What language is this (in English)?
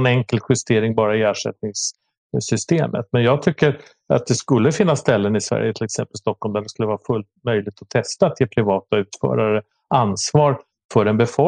Swedish